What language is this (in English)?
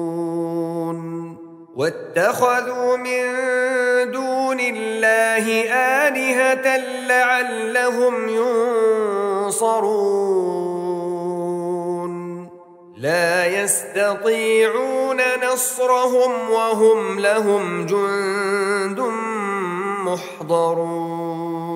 Arabic